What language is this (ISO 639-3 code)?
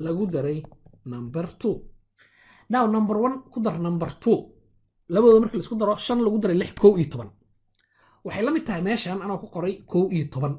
som